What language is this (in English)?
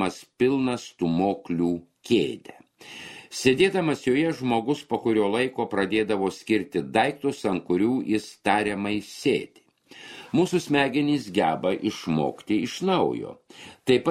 Lithuanian